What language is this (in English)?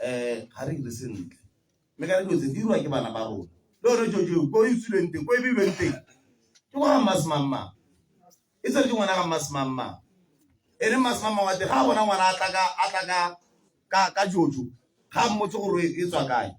Tswana